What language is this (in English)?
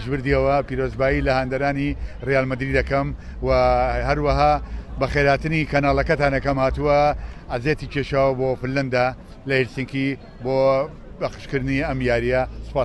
Central Kurdish